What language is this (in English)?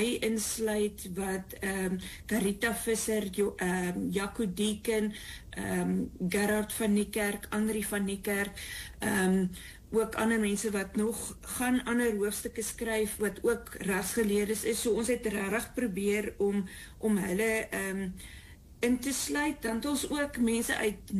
Afrikaans